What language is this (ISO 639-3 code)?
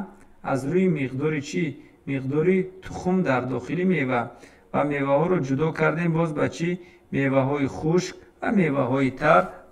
tgk